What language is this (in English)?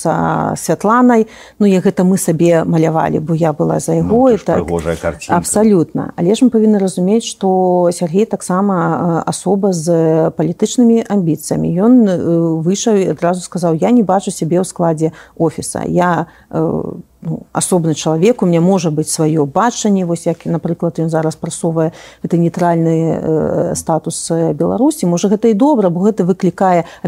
Belarusian